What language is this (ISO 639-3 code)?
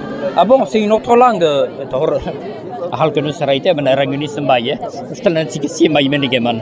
eus